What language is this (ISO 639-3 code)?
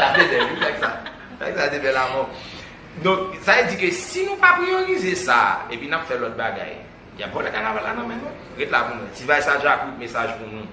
hat